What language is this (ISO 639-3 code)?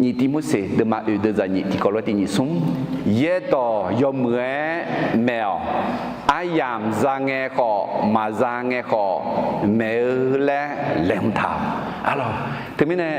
ahk